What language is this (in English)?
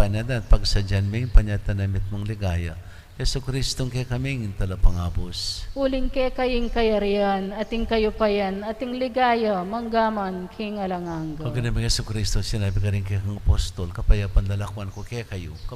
Pampanga